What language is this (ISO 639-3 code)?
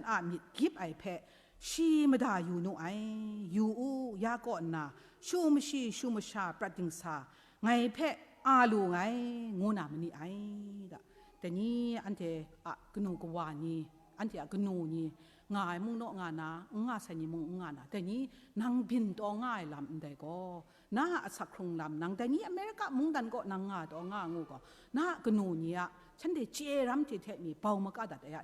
kac